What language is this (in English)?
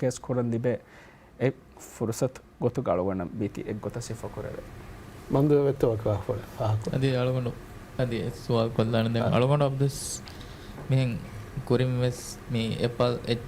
Divehi